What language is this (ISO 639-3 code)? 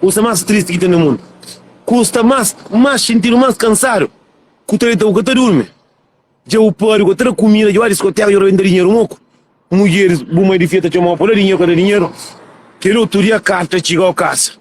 kea